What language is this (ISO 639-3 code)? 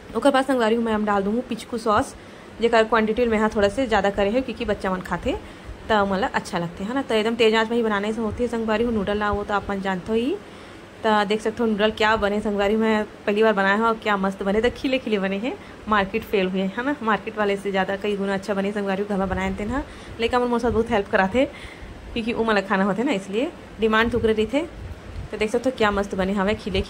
hne